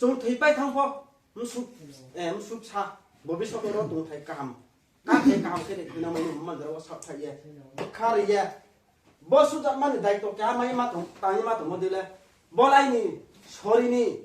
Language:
Riang (India)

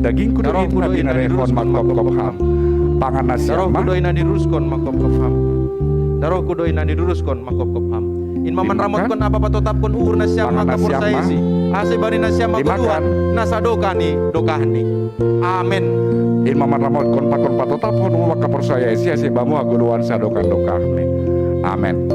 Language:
Batak Simalungun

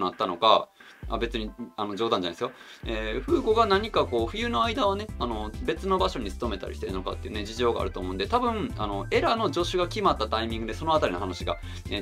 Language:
Japanese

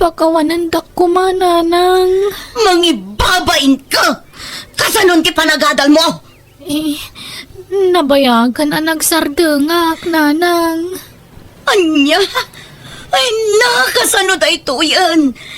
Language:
Iloko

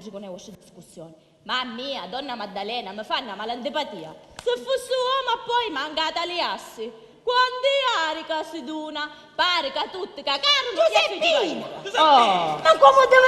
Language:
Sicilian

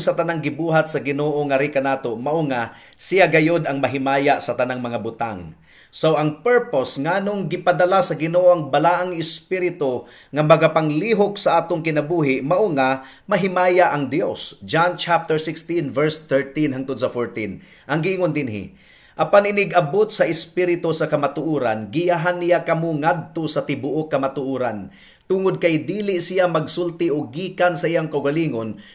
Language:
Cebuano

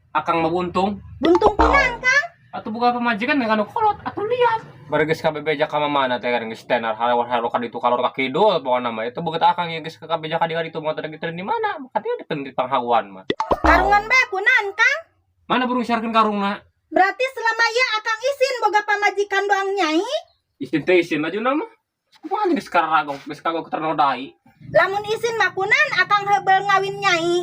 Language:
Sundanese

